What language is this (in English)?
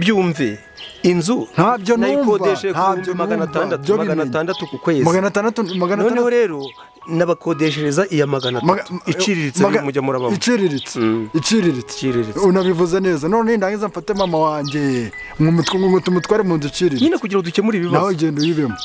Kinyarwanda